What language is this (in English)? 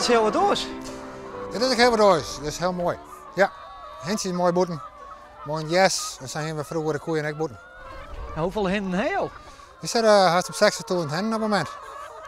Western Frisian